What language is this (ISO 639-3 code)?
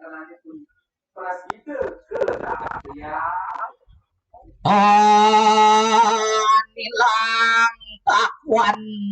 ban